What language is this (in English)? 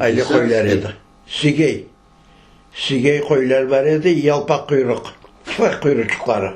Crimean Tatar